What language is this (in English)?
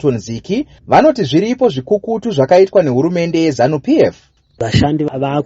Shona